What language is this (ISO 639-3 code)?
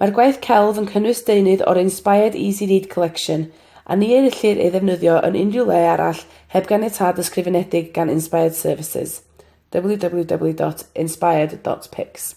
cym